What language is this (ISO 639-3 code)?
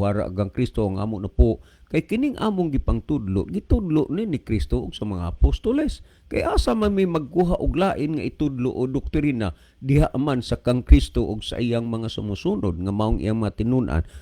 ceb